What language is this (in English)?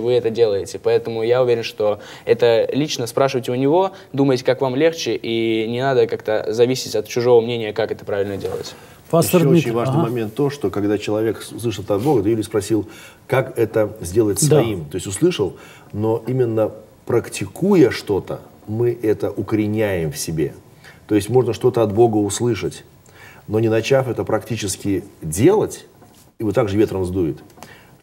Russian